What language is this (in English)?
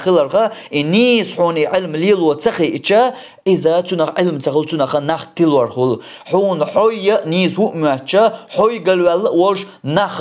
Chechen